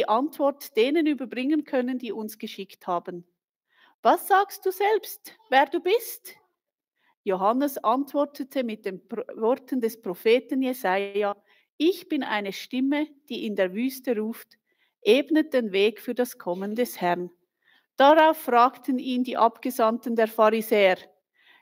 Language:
Swiss German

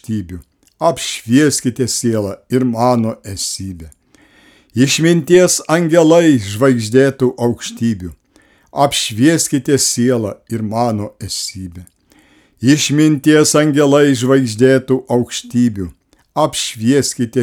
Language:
Lithuanian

